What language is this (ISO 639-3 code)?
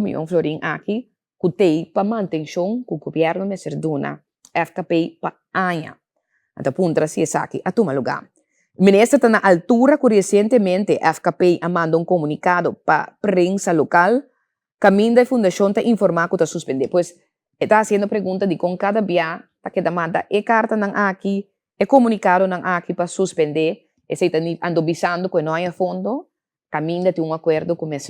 pap